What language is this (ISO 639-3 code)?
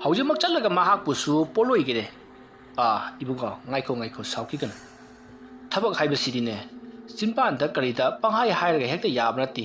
mni